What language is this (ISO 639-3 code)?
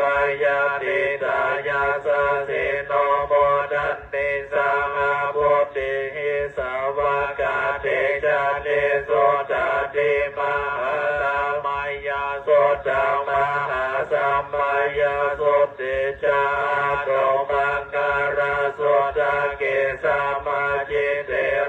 pli